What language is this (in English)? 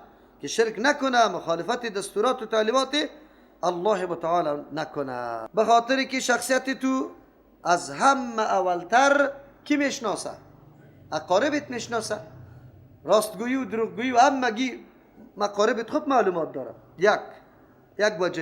Persian